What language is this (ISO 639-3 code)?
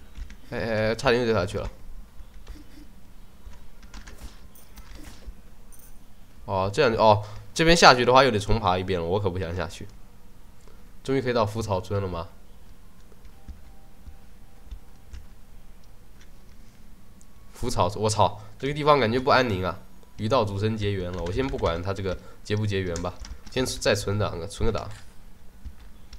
zho